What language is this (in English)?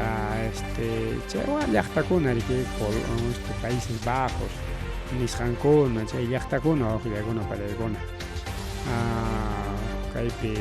Ayacucho Quechua